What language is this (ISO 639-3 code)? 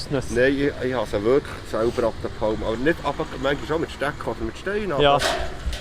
gsw